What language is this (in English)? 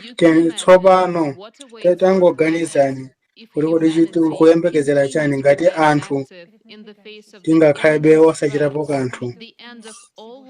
Nyanja